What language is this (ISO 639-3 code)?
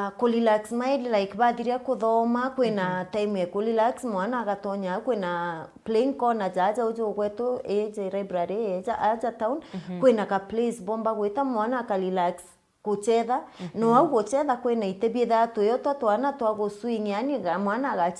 mer